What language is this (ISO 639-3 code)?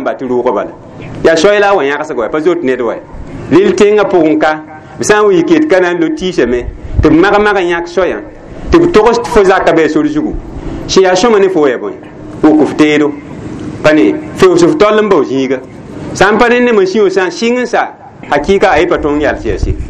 mos